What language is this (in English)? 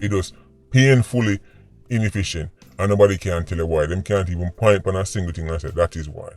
Jamaican Creole English